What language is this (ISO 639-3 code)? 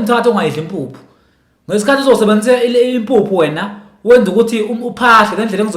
zul